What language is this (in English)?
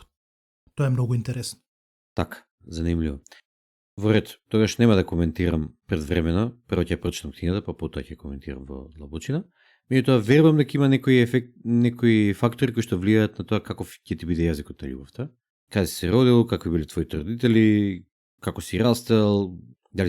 Macedonian